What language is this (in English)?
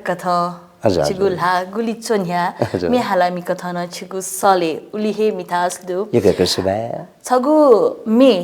Newari